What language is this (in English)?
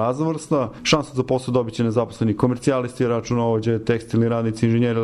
Serbian